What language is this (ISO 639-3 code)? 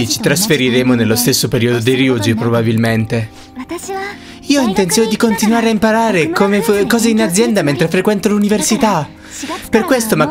ita